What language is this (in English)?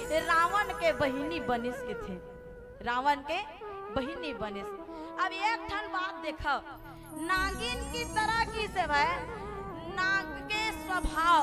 Chhattisgarhi